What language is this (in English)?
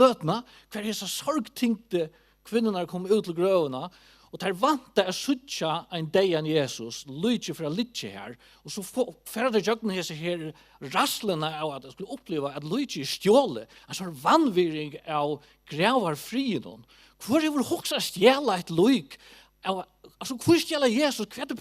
Faroese